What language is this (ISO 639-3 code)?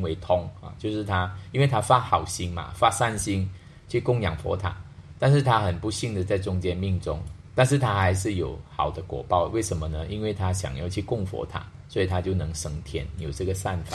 zho